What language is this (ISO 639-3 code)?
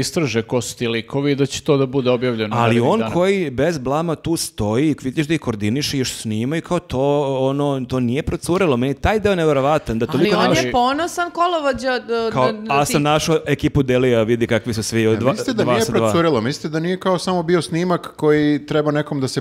srp